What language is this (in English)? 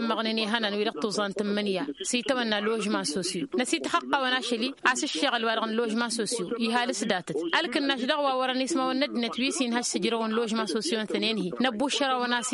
Tamasheq